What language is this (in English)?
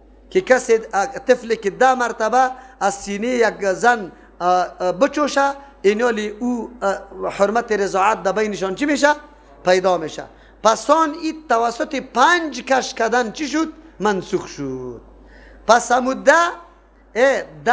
Persian